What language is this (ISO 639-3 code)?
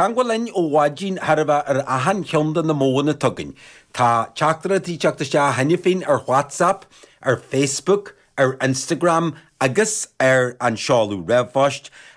gle